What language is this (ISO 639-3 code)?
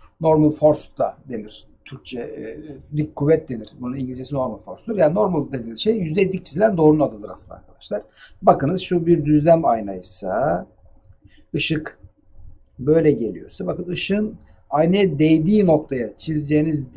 tur